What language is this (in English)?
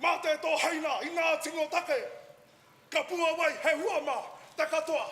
Māori